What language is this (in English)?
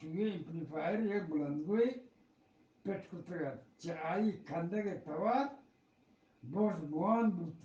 Eastern Balochi